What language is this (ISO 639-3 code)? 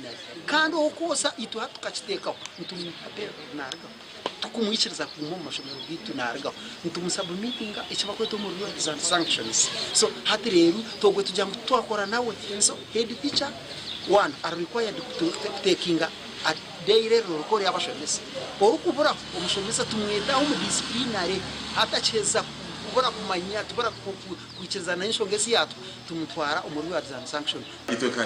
nyn